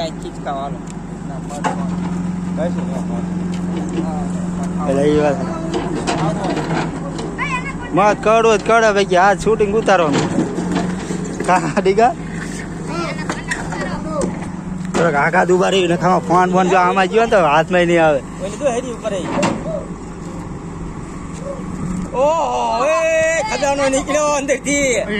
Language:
Gujarati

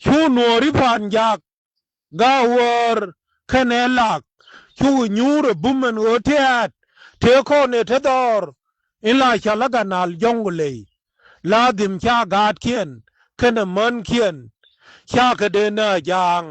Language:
Nuer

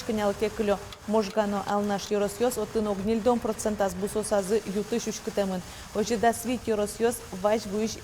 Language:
Udmurt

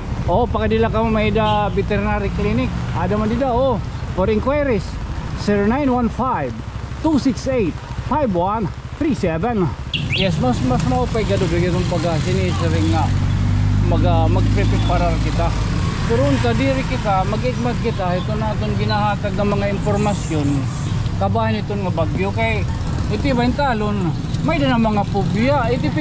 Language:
Waray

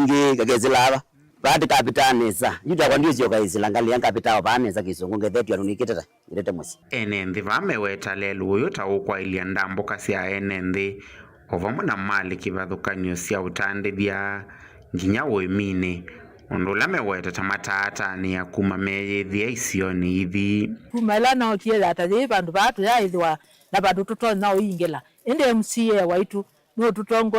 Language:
Kamba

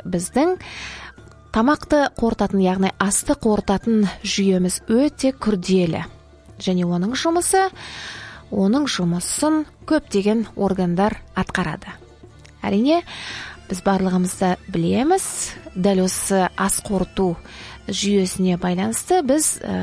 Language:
Kazakh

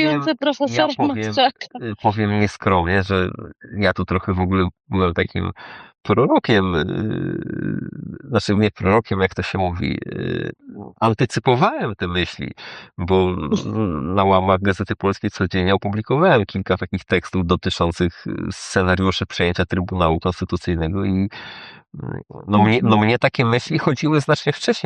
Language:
Polish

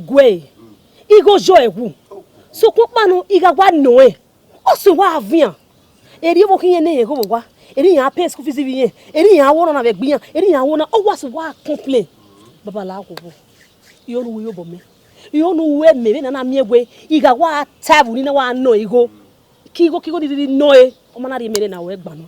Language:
Bini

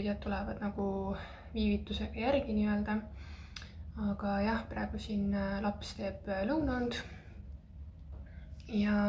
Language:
Estonian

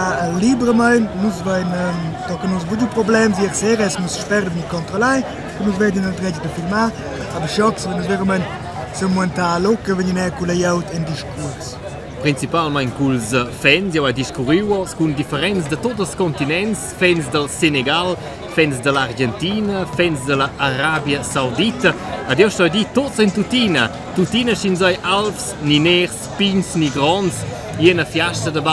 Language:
Romansh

